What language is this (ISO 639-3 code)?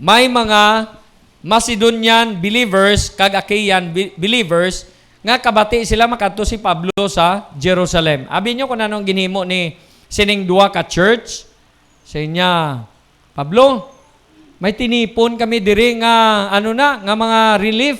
hil